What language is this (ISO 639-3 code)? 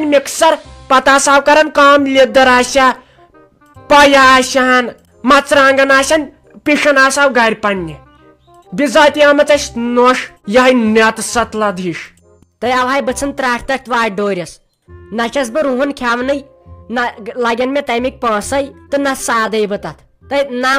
kas